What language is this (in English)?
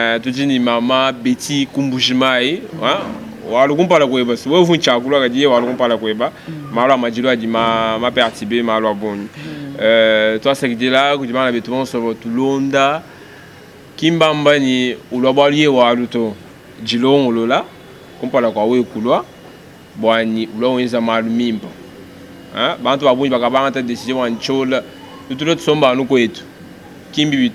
Luba-Lulua